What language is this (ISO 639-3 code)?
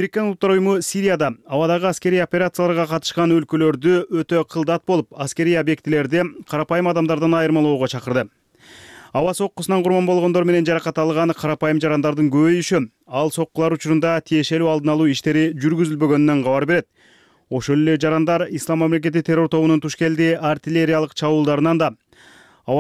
kir